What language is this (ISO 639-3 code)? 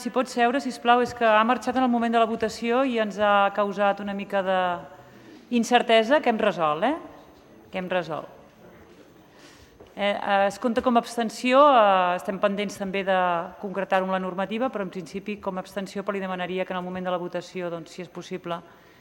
cat